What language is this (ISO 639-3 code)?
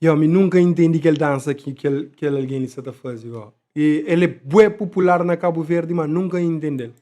kea